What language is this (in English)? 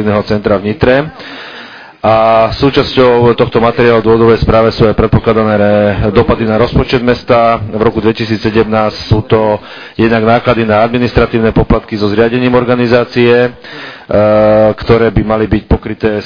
Slovak